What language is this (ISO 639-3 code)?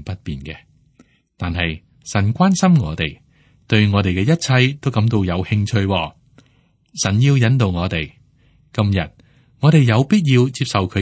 yue